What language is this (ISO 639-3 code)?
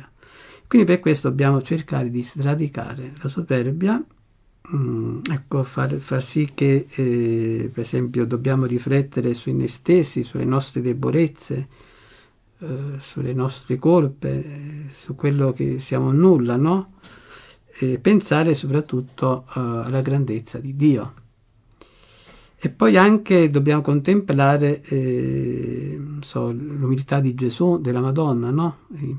ita